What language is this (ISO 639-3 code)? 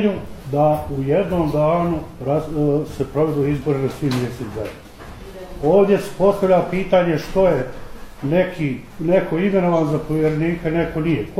bos